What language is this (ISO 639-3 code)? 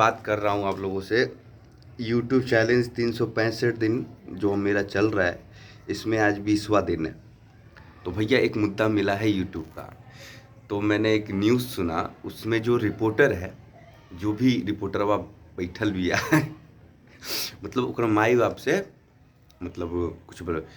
bho